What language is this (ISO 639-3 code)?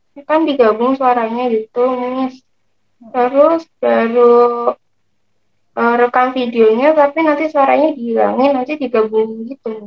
ind